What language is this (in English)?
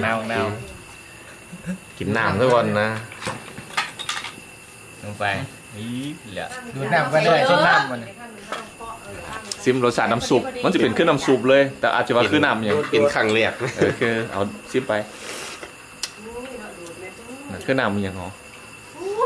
Thai